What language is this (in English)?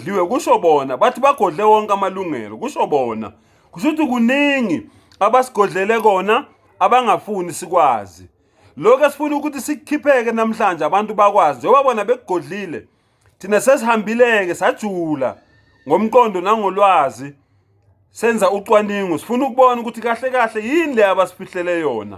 Zulu